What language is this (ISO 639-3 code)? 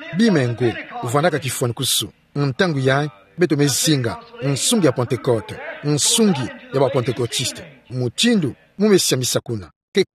ktu